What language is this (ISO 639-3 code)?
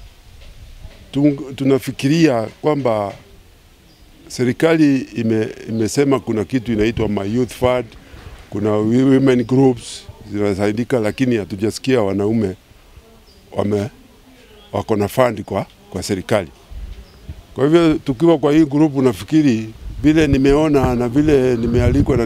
swa